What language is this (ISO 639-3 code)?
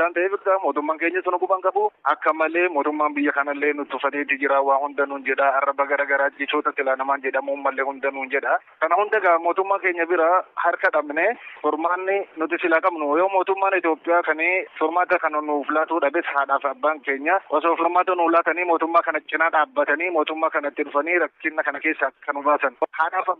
orm